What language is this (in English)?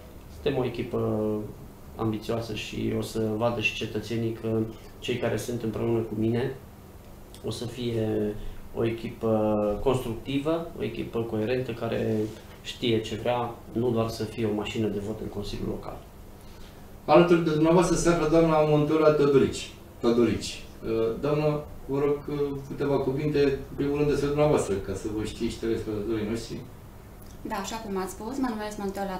Romanian